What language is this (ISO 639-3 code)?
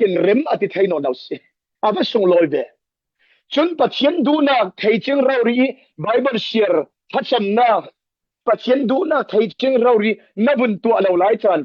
cfm